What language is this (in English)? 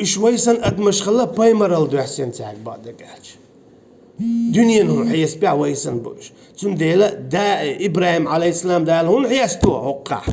Chechen